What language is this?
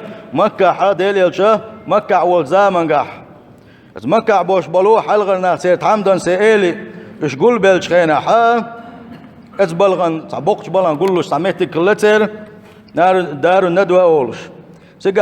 Chechen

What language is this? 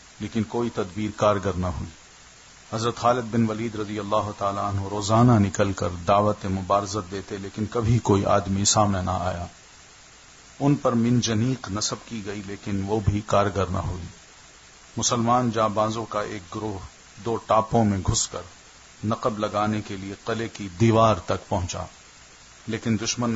Urdu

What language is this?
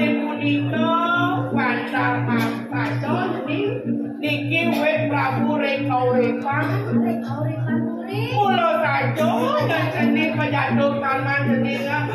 Balinese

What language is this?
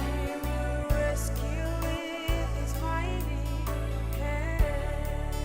Fijian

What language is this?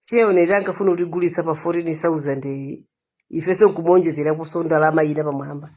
Nyanja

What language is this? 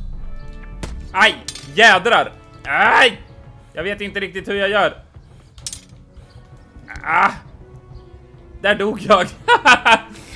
Swedish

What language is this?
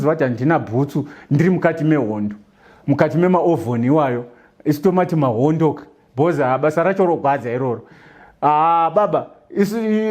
Shona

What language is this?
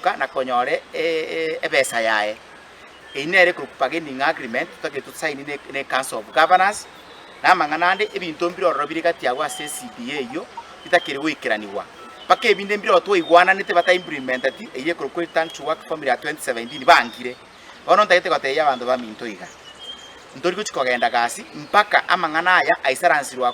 Gusii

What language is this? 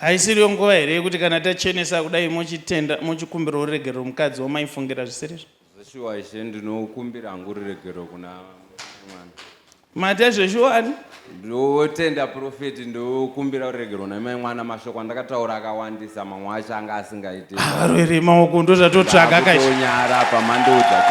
Shona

